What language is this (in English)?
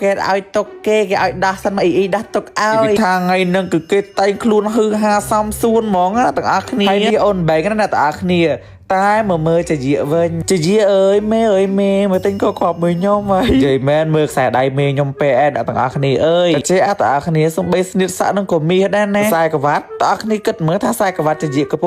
Khmer